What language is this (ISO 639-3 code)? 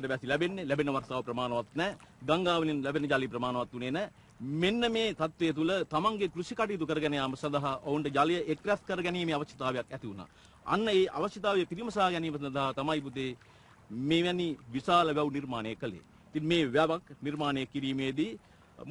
sin